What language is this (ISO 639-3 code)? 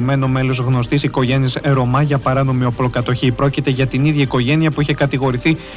ell